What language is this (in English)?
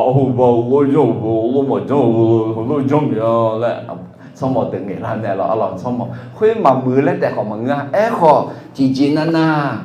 Akha